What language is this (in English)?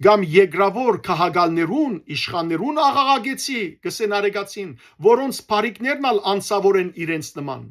Western Armenian